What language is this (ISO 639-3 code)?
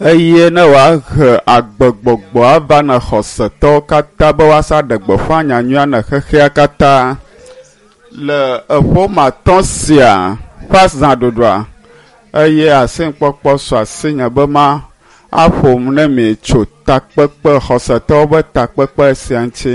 ewe